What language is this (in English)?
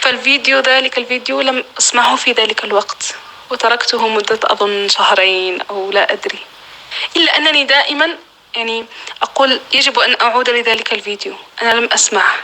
North Levantine Arabic